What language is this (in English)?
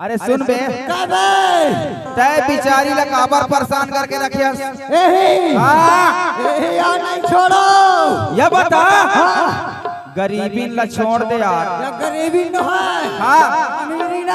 Chhattisgarhi